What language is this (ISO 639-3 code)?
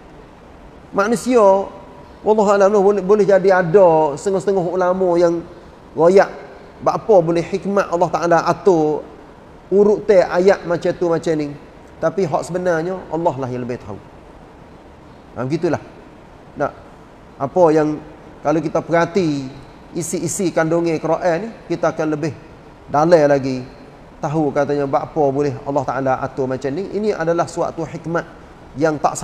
msa